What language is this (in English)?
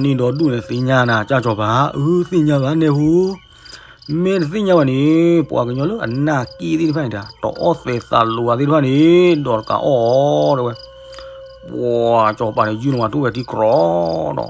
S'gaw Karen